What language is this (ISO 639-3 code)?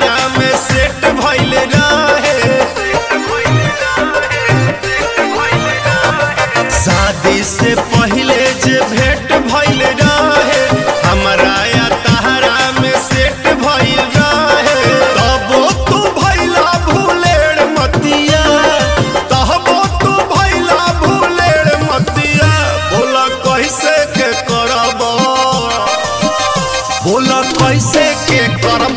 bho